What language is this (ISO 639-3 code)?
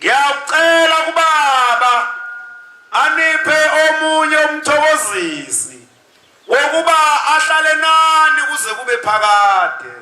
zul